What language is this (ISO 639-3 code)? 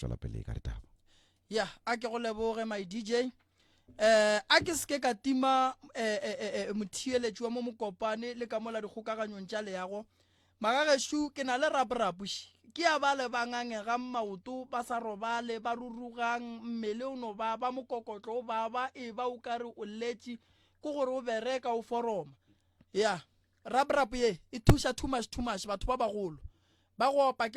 nso